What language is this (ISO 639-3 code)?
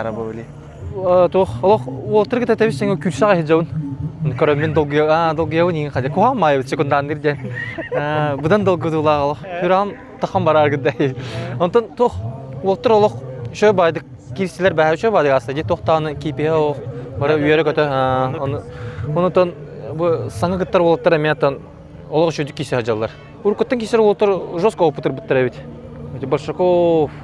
sah